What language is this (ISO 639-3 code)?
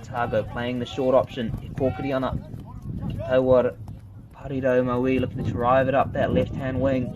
mri